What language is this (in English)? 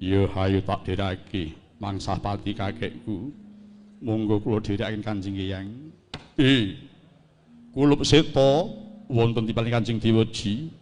Javanese